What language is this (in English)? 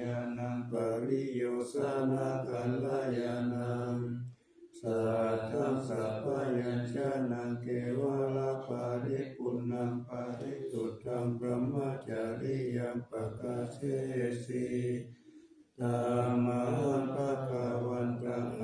Pali